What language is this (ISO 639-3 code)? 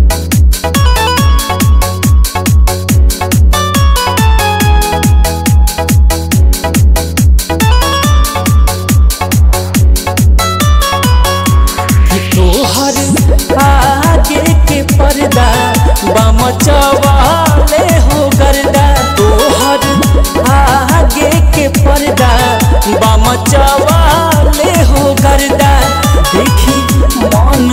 bho